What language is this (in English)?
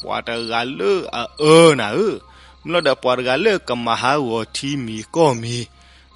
S'gaw Karen